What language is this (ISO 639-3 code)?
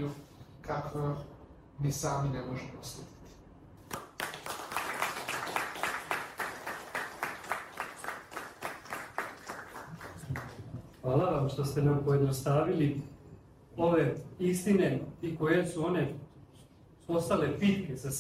srp